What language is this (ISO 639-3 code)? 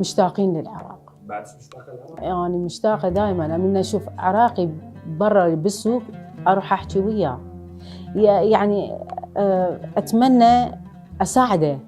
acm